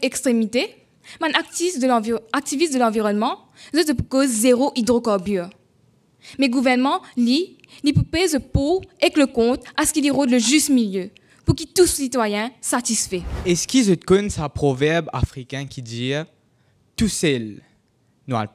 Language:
Morisyen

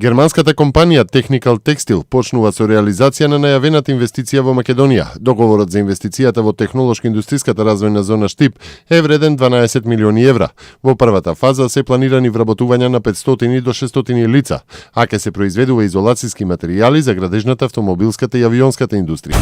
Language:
Macedonian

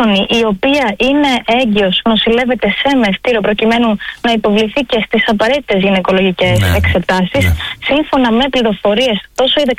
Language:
Greek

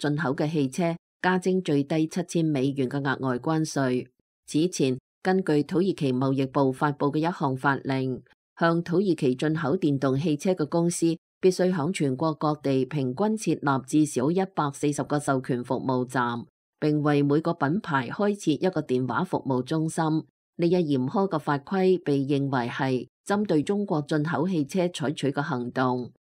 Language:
Cantonese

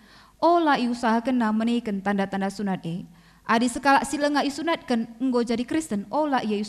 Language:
Batak Karo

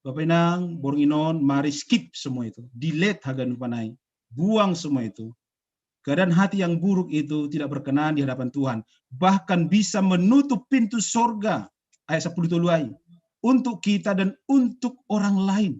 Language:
Batak Simalungun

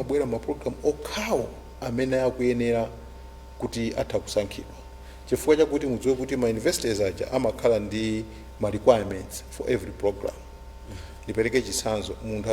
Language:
Nyanja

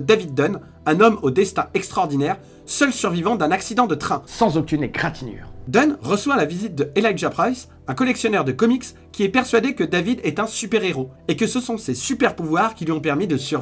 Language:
French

